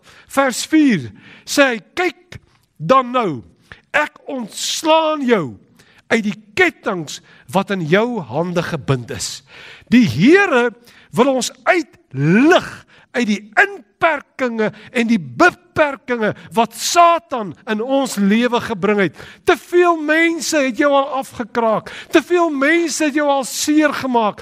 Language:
Afrikaans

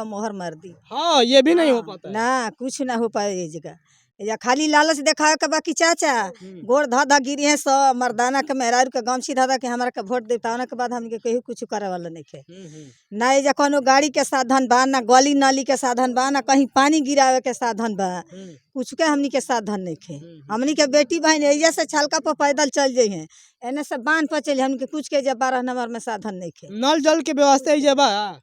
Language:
Bhojpuri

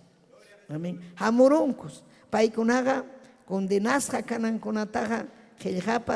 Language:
Ayacucho Quechua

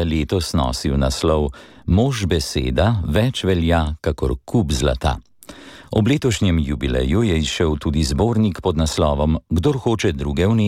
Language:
Slovenian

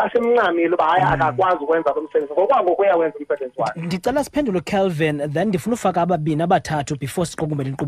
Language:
Xhosa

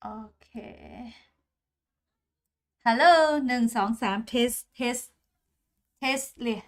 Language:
Lahu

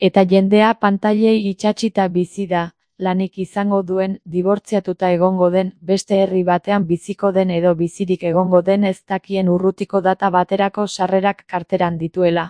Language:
Basque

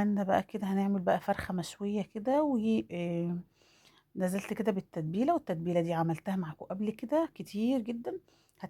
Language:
Egyptian Arabic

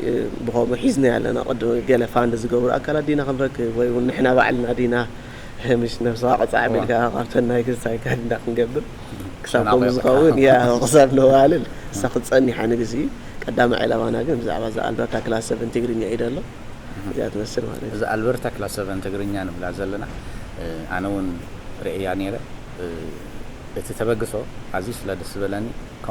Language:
Tigrinya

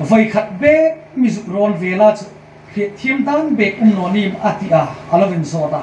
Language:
Hmar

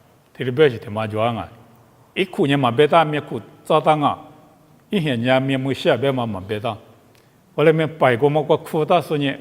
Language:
Lisu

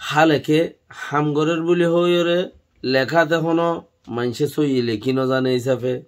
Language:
Rohingya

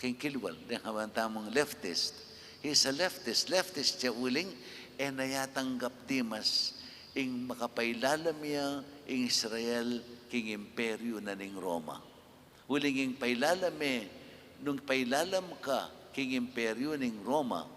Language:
Pampanga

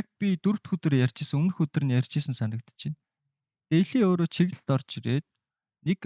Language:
Mongolian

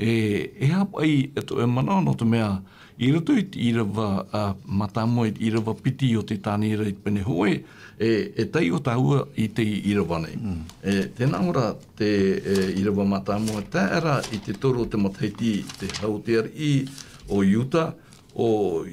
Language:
Tahitian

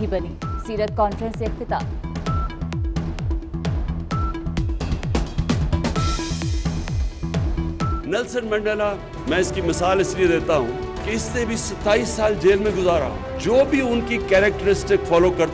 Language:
Urdu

